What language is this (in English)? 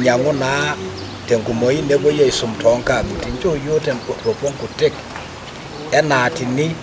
Masai